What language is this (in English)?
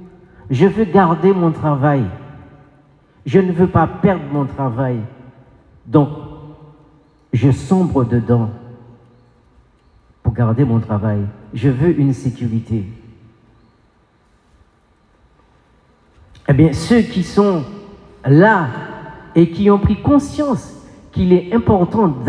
French